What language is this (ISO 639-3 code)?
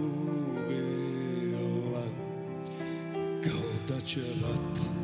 srp